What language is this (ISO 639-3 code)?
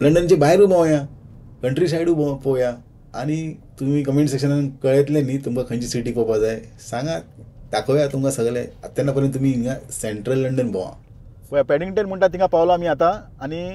kok